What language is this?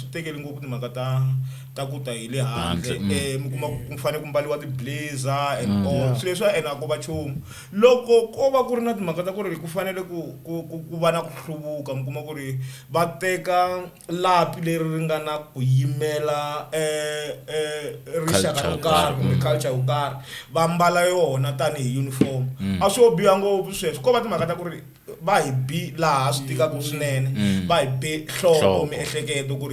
Tsonga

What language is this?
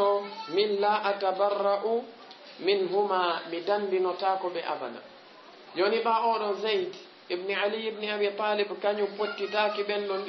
Fula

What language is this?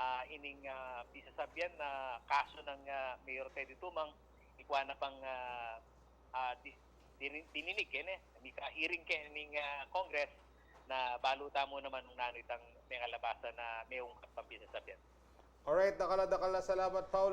Pampanga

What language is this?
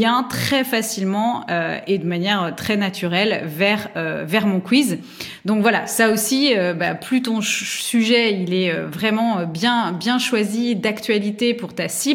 French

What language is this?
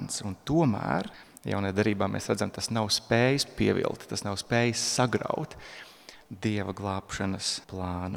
Latvian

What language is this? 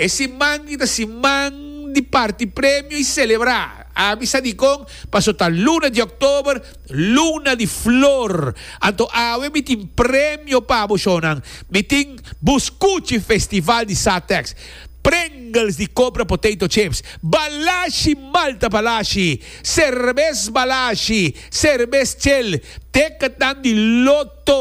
Papiamento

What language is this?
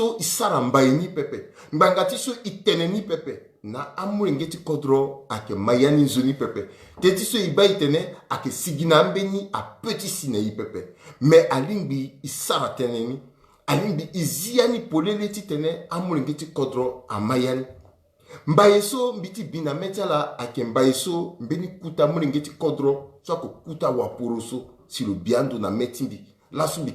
Sango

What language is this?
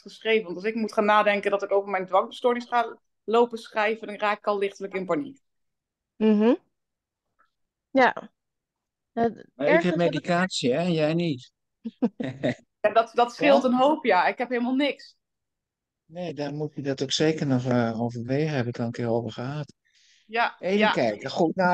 Dutch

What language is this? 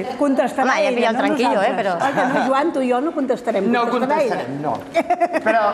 Catalan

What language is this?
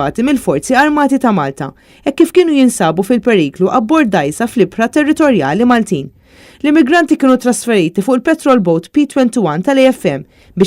Maltese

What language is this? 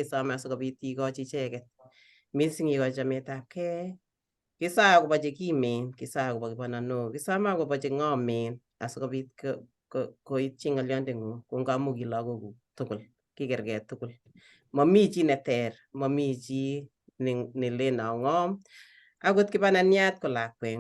Kalenjin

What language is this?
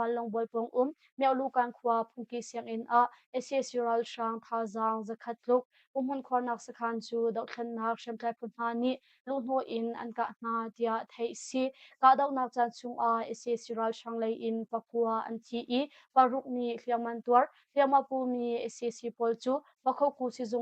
Hakha Chin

